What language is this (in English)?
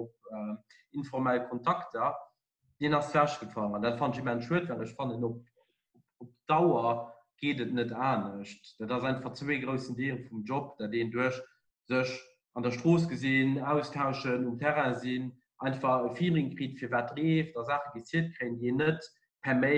Luxembourgish